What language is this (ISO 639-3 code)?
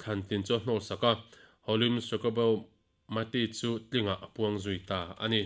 lus